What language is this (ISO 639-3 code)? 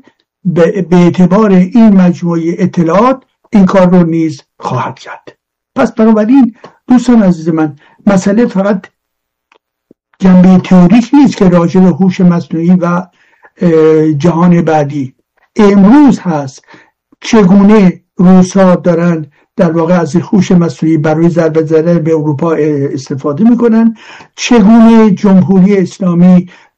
fas